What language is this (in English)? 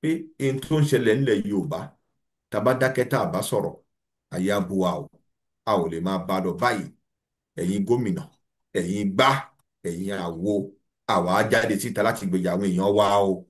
Yoruba